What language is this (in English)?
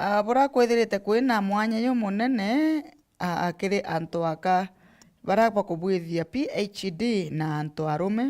Meru